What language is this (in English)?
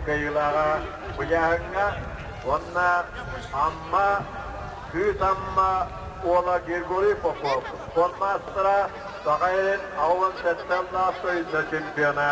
Yakut